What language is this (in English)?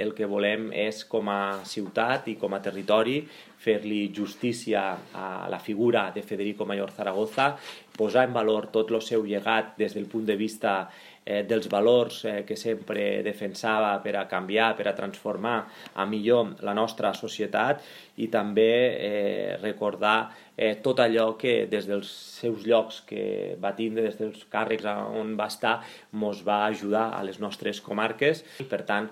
Catalan